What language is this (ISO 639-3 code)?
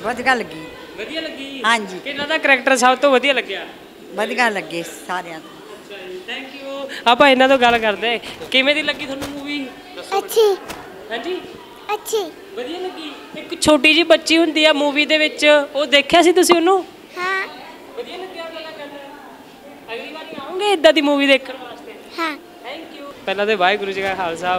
pan